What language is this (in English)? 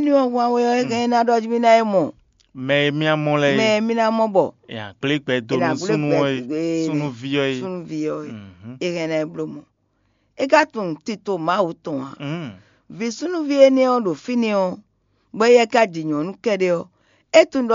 Fon